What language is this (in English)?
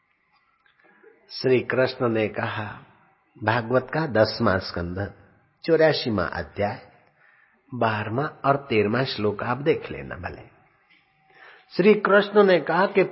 Hindi